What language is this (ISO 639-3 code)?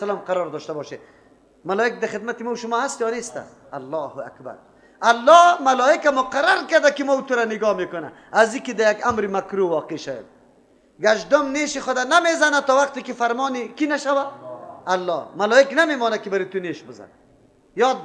fas